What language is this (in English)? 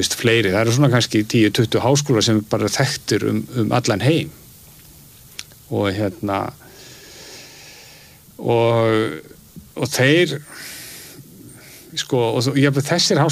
Icelandic